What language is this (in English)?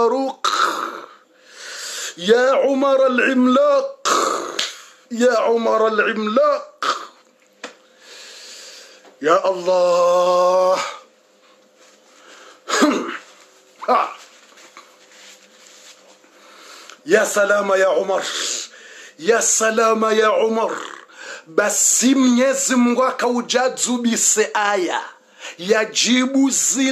Swahili